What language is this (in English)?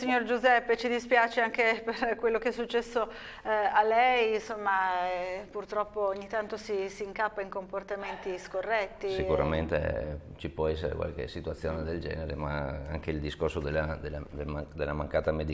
Italian